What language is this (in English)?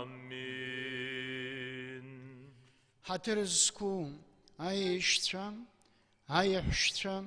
Abkhazian